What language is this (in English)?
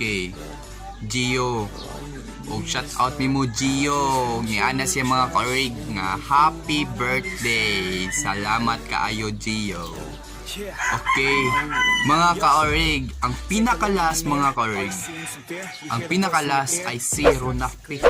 Cebuano